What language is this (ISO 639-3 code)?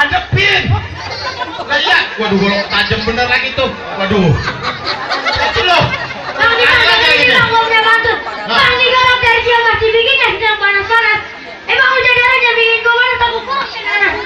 bew